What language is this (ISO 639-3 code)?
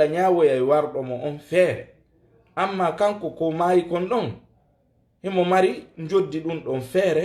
ful